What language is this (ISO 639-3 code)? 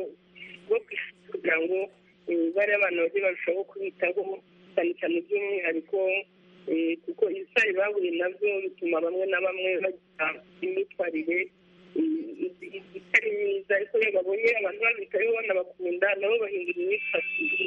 kin